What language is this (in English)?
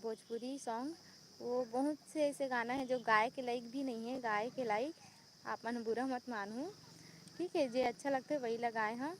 Chhattisgarhi